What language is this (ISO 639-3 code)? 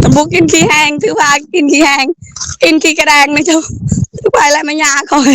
lao